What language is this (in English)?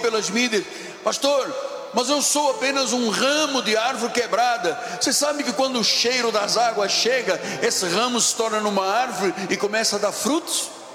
Portuguese